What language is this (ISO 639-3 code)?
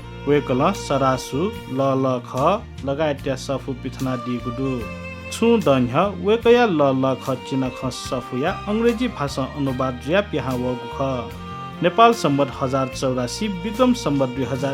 new